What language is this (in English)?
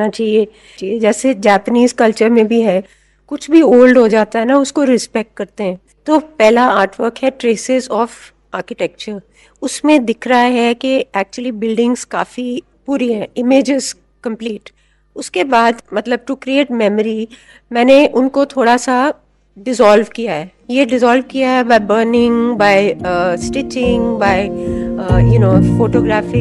Hindi